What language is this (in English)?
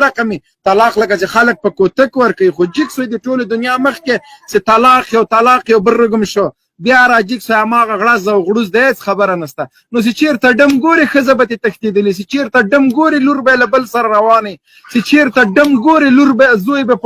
Pashto